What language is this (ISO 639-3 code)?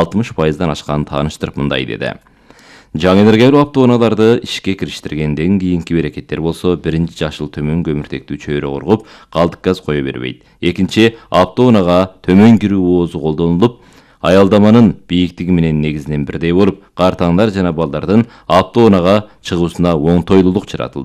kir